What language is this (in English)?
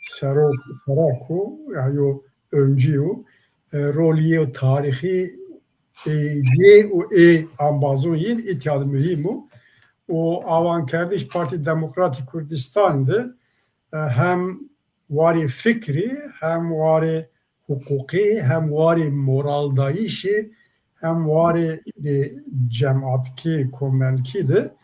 Zaza